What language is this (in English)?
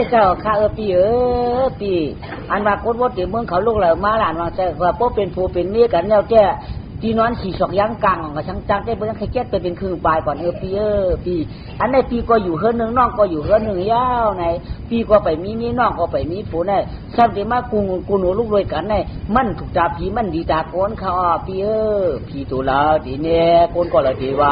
Shan